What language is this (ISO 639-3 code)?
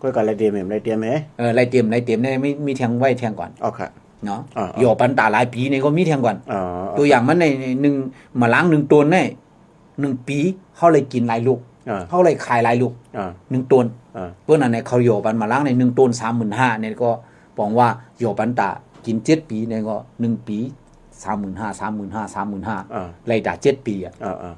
shn